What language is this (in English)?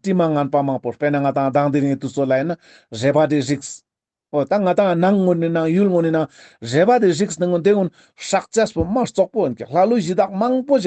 Ladakhi